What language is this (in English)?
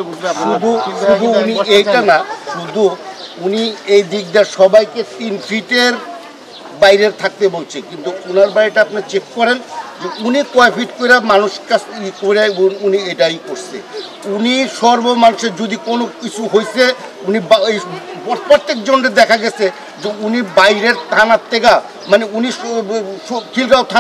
Bangla